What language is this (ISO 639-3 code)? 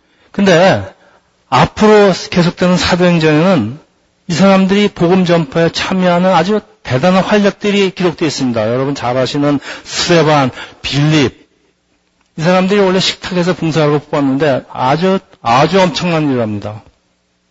kor